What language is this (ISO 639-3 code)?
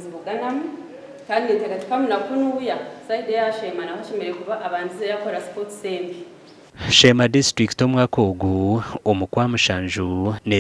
nyn